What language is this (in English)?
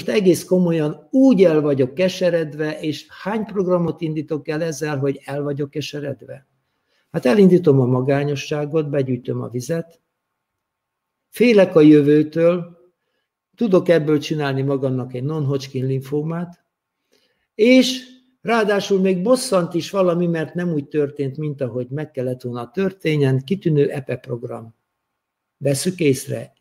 Hungarian